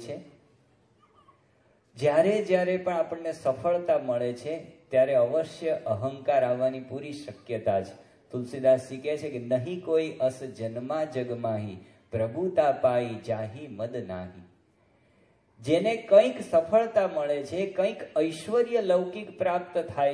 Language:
Gujarati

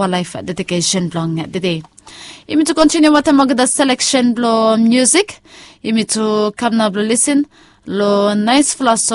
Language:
Bislama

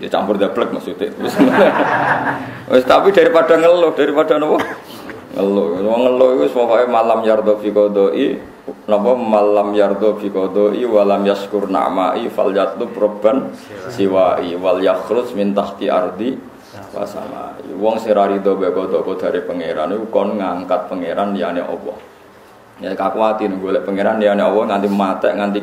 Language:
Javanese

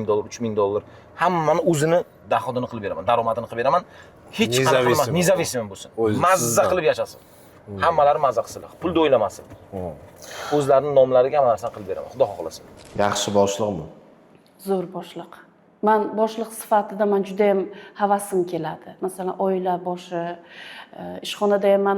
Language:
Uzbek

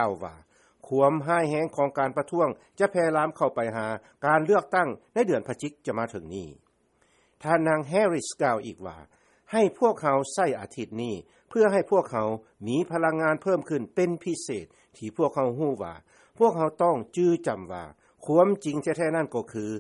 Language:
Lao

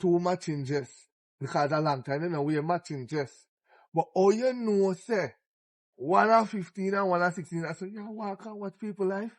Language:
Jamaican Creole English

